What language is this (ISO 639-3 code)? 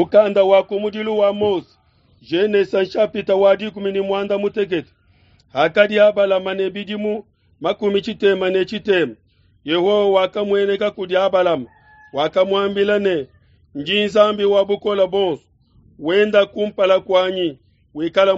lua